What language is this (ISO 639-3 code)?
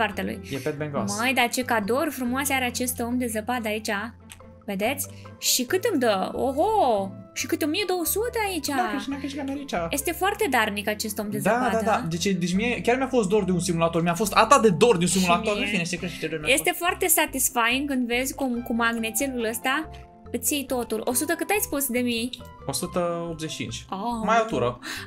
ron